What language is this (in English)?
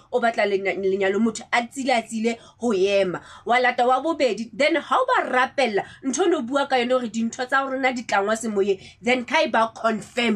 Tswana